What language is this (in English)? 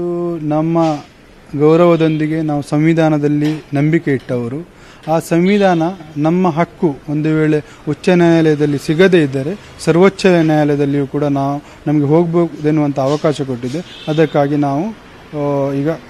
Kannada